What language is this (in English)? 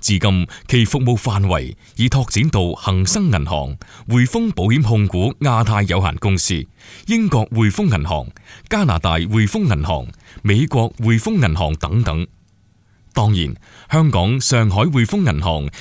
Cantonese